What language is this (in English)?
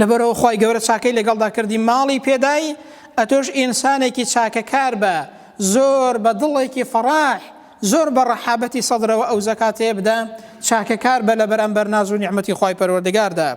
Central Kurdish